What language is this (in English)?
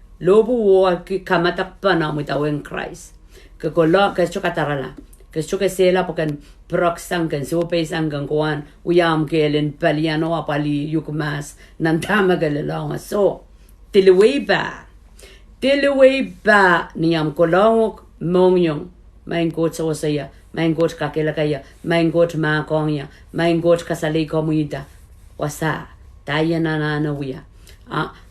Pohnpeian